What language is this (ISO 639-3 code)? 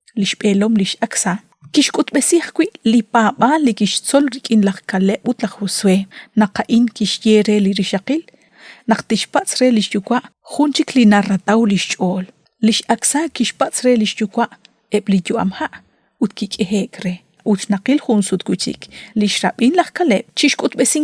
kek